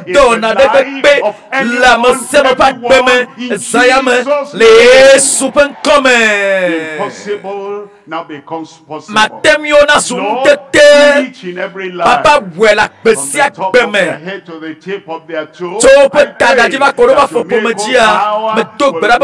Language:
Ewe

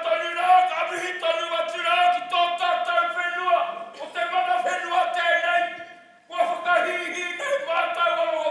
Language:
Māori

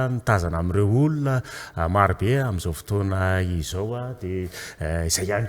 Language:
Malagasy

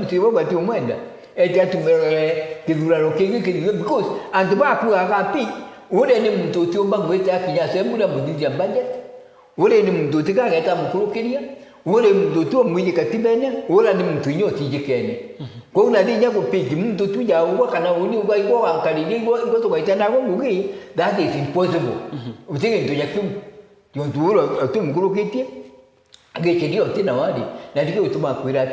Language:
Meru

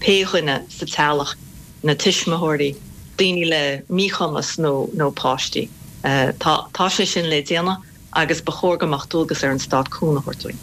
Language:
Irish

